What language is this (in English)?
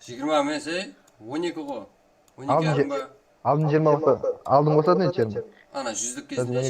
Kara-Kalpak